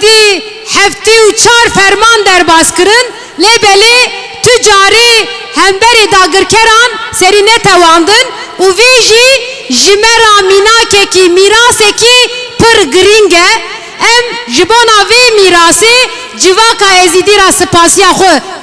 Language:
Kurdish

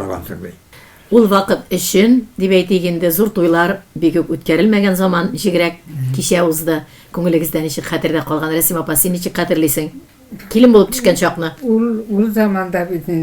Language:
Tatar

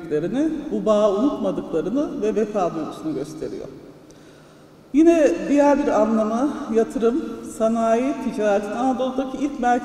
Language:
Turkish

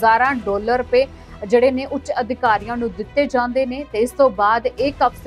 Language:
Punjabi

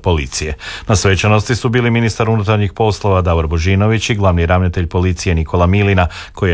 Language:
Croatian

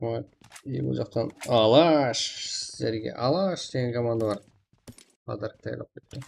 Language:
Kara-Kalpak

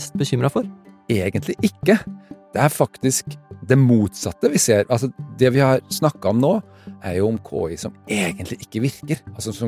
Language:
Norwegian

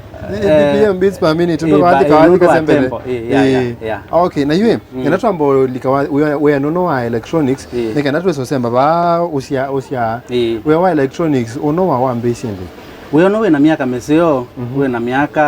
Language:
Kamba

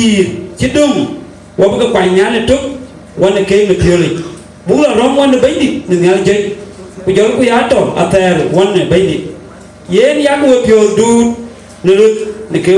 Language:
Dinka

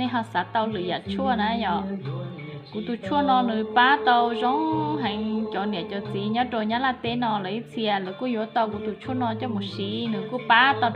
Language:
Hmong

